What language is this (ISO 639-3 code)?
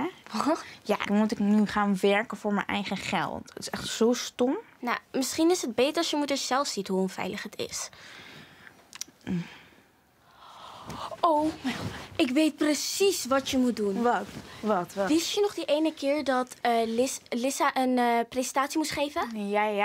nld